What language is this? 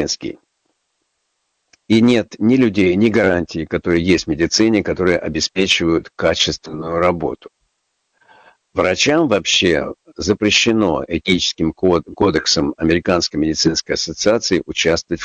Russian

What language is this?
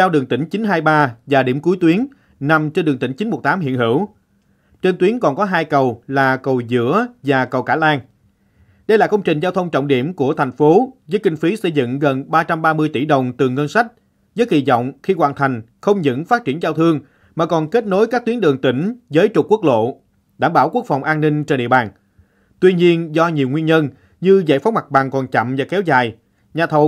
Vietnamese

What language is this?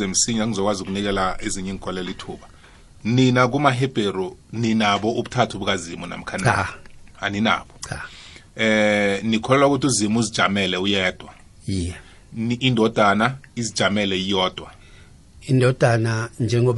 South Ndebele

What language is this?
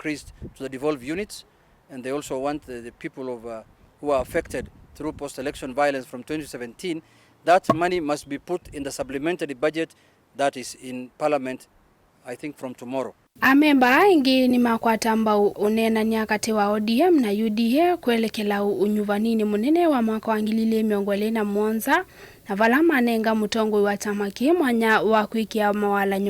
Kamba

